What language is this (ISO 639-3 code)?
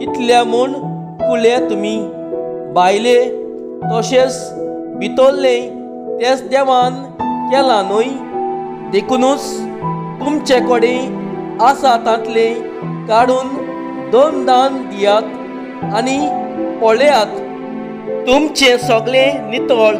kok